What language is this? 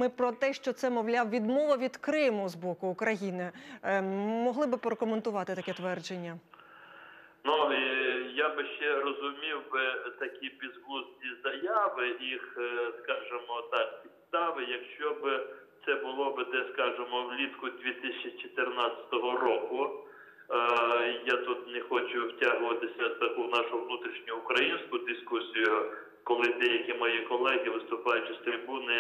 Ukrainian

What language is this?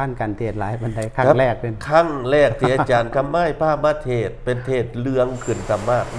Northeastern Thai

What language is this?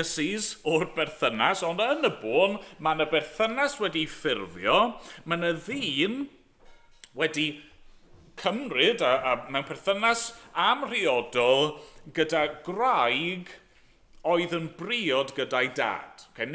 Welsh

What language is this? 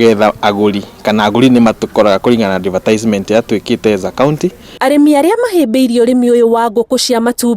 Kikuyu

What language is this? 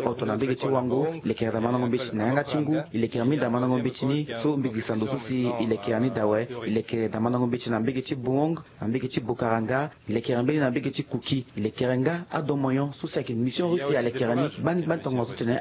Sango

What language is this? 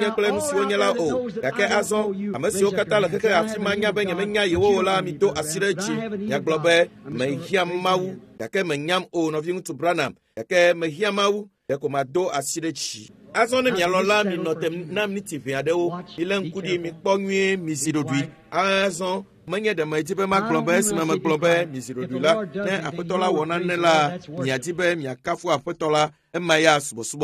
Ewe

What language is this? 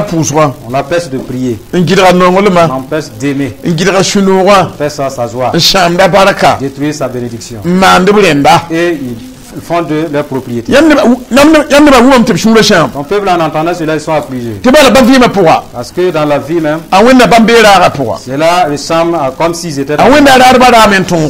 Mossi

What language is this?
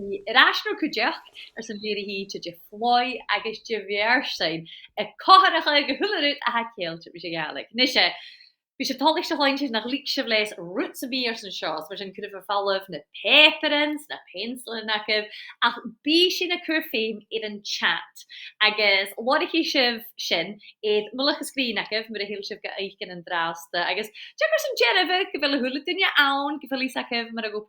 Scottish Gaelic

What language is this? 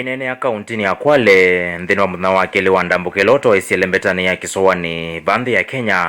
Kamba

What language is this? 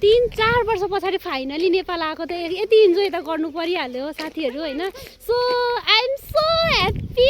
Nepali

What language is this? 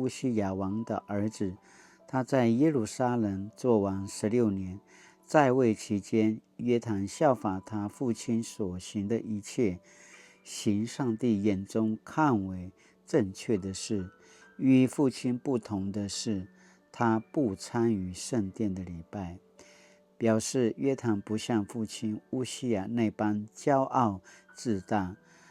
Paiwan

